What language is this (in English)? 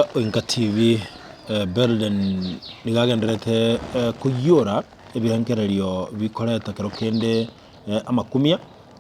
Gusii